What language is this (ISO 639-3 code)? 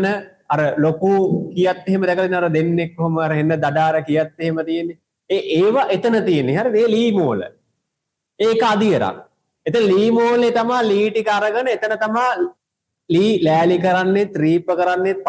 sin